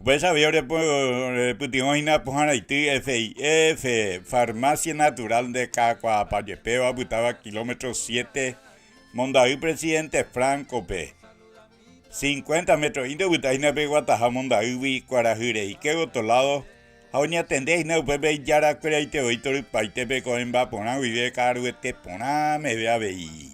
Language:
Guarani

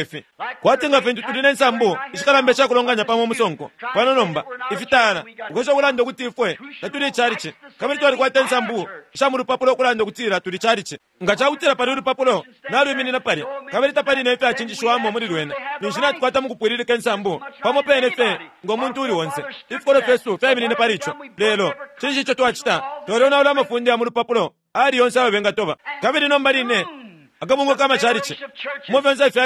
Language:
Bemba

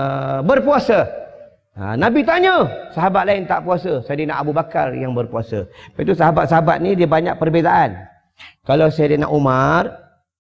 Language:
Malay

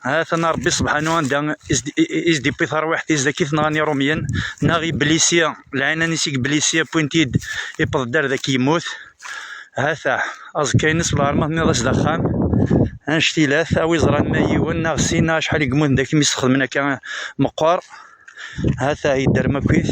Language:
Kabyle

